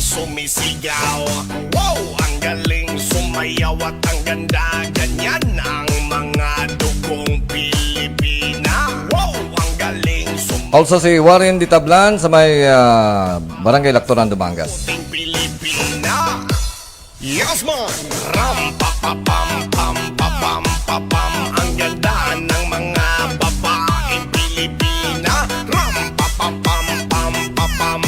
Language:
Hiligaynon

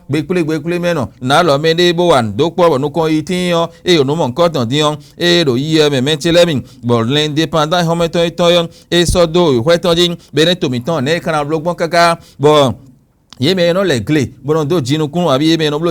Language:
Fon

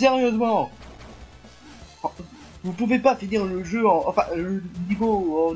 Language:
French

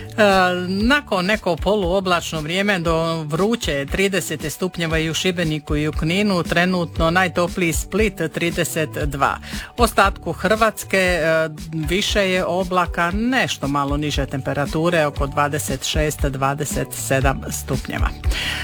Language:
Croatian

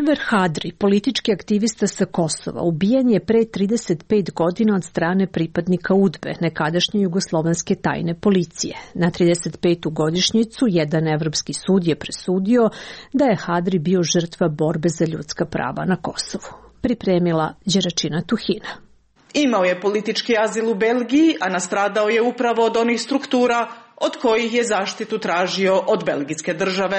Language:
Serbian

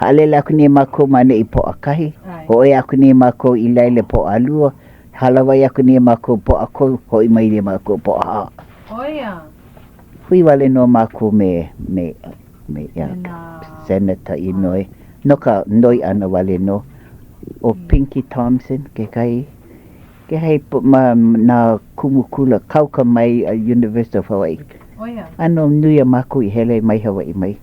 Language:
Hawaiian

